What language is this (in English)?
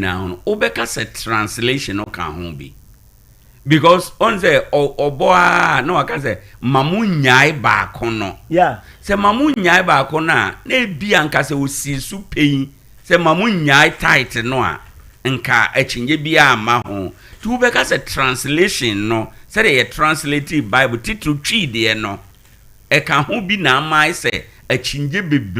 Akan